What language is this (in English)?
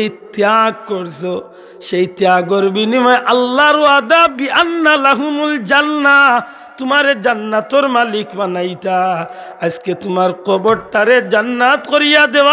Sylheti